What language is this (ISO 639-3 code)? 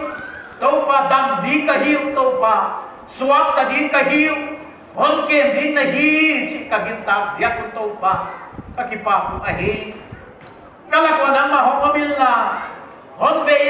pck